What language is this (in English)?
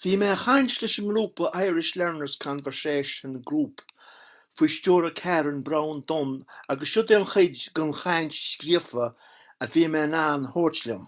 Irish